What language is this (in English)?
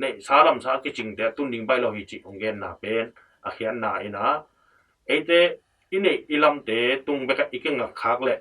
Tedim Chin